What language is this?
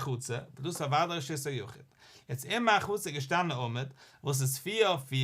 Yiddish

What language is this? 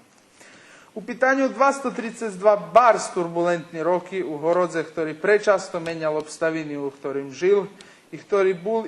Rusyn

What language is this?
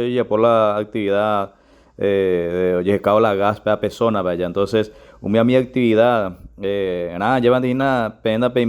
Guarani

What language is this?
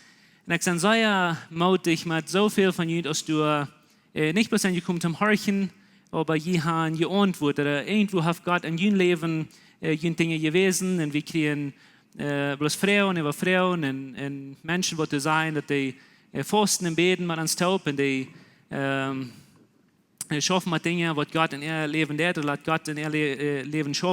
Plautdietsch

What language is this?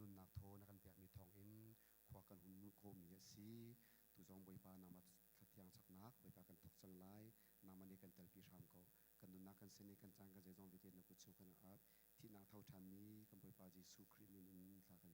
Hakha Chin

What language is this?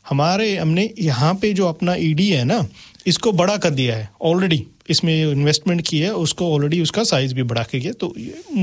Hindi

